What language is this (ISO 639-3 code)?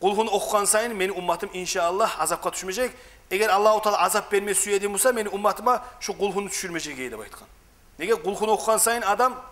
kum